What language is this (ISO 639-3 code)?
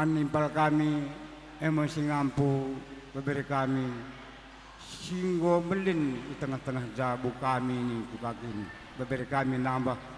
btx